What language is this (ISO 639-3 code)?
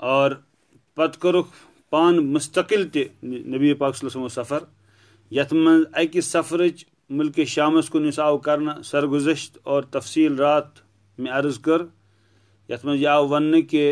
kas